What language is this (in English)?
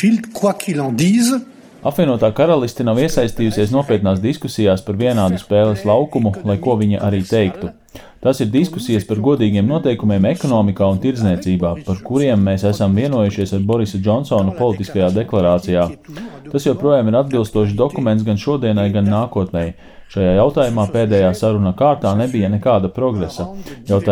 Latvian